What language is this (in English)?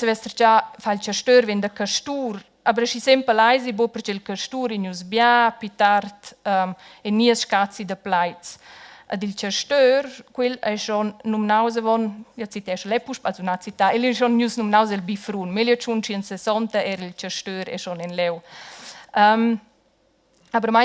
Romansh